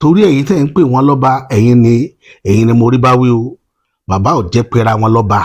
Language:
Yoruba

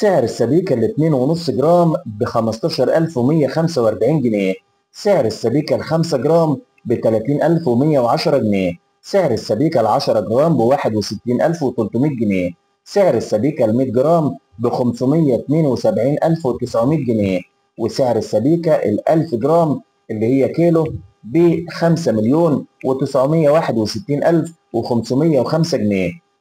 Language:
Egyptian Arabic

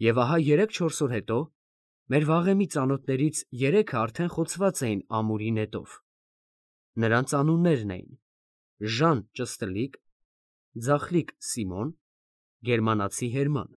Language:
Armenian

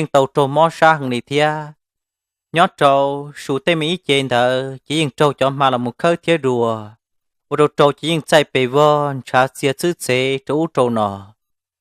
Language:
Hmong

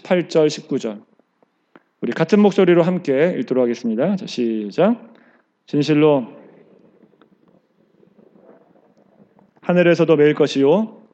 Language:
Korean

